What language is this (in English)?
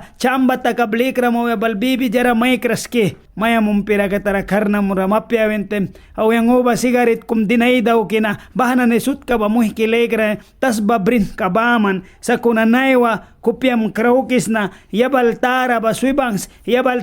Mískito